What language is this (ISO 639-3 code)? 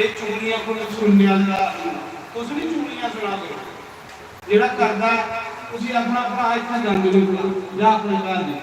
doi